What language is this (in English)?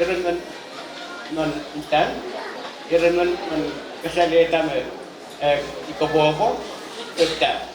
Pohnpeian